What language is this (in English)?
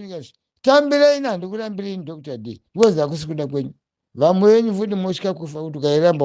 Shona